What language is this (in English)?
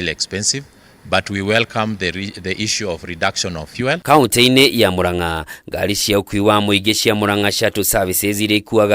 Kikuyu